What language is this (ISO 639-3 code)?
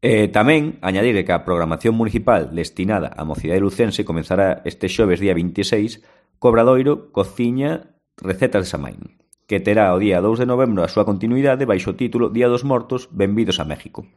glg